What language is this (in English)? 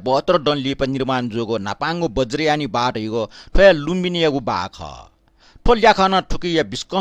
Newari